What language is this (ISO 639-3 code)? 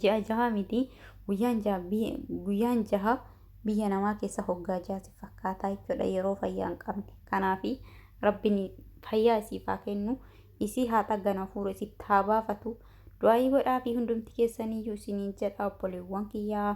orm